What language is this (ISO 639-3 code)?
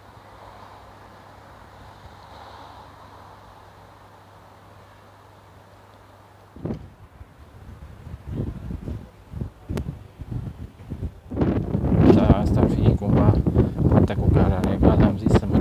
ron